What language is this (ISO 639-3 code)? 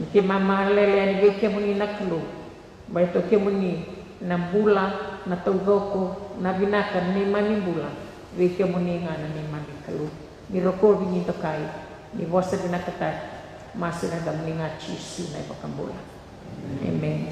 fij